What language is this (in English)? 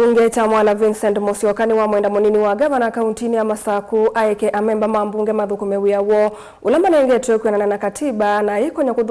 Kamba